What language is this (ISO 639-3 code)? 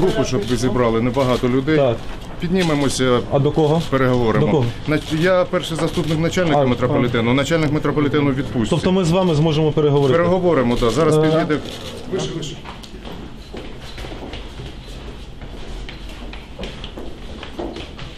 ukr